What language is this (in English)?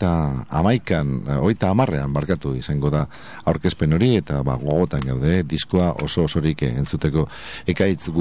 Basque